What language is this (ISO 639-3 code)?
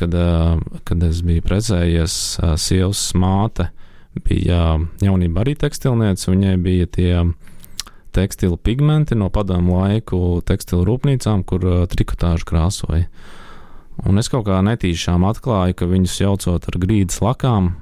lav